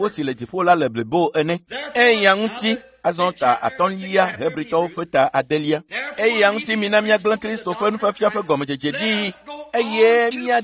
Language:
Ewe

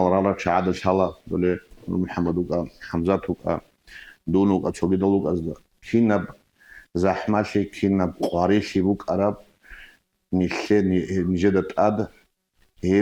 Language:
Avaric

